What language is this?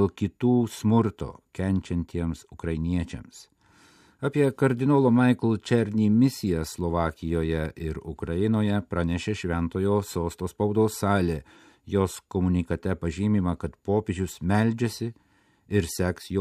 Lithuanian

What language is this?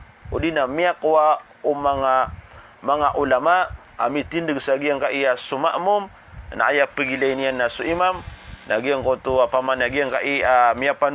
Maranao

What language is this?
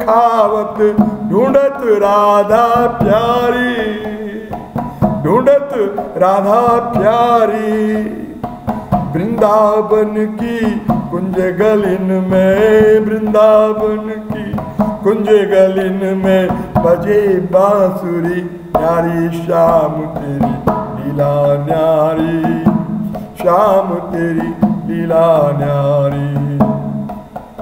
Hindi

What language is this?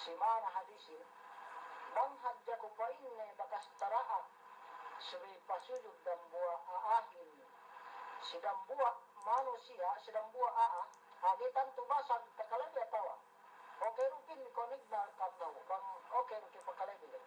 Yakan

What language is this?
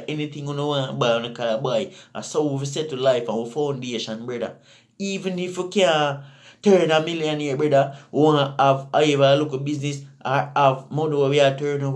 Jamaican Creole English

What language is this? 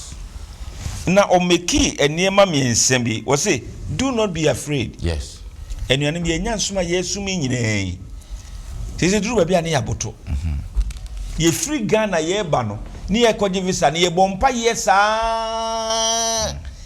Akan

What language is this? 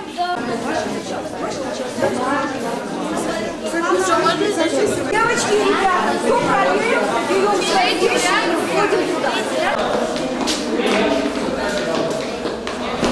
Russian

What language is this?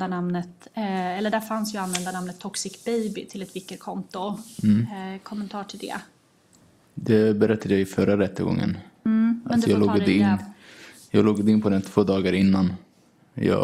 Swedish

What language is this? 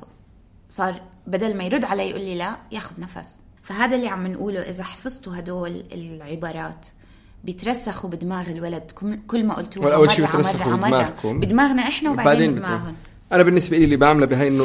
North Levantine Arabic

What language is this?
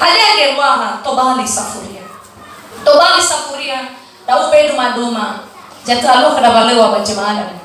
Nias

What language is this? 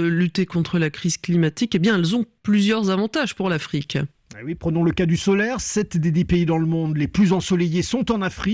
French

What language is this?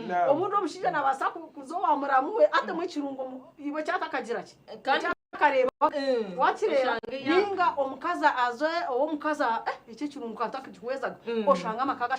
Nyankole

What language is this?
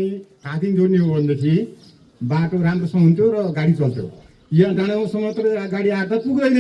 Nepali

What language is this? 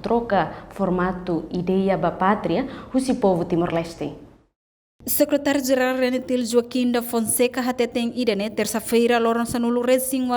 Tetum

